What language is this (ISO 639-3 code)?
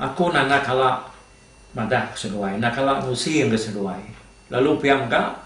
iba